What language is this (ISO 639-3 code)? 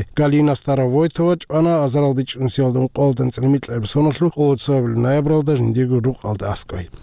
ava